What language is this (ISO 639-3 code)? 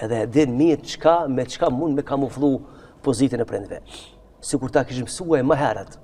sqi